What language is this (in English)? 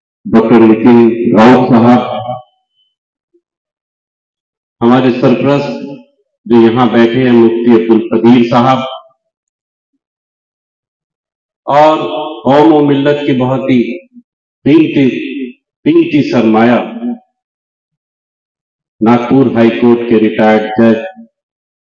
Urdu